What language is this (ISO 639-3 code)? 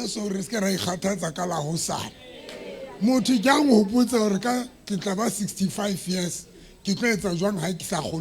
sot